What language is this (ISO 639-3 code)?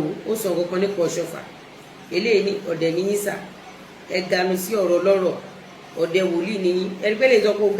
yor